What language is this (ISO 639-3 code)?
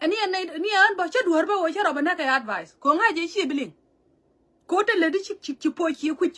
nus